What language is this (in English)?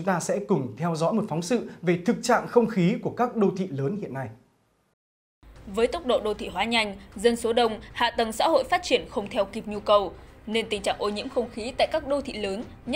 Vietnamese